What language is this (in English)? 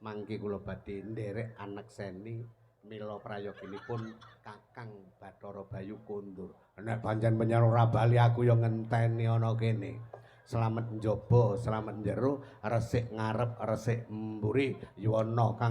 Javanese